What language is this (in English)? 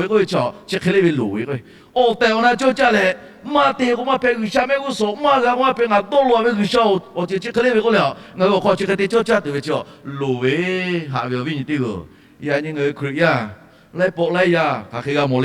Lahu